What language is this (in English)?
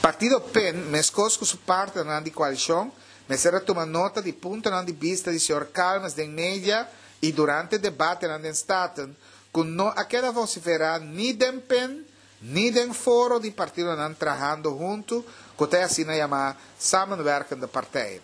Papiamento